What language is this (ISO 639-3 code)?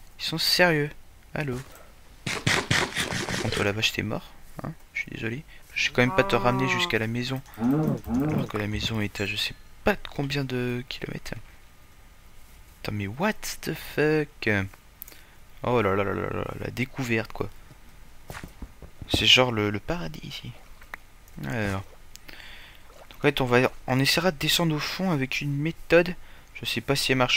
fra